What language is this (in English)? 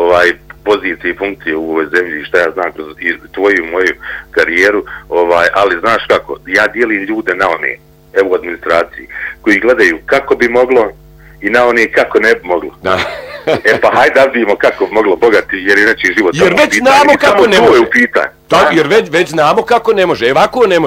Bosnian